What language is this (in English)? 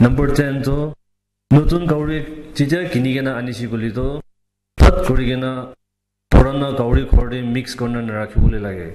Naga Pidgin